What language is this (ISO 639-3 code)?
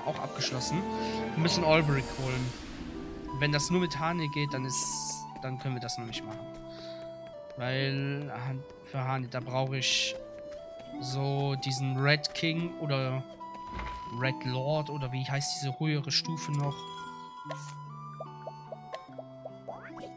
deu